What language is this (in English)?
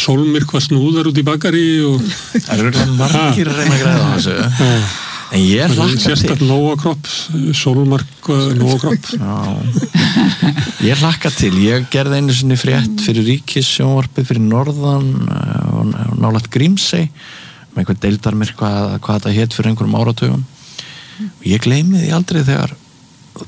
Icelandic